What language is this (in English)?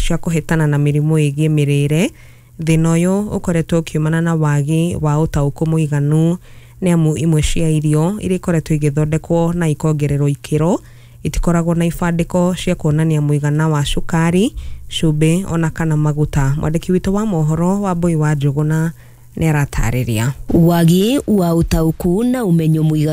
Kikuyu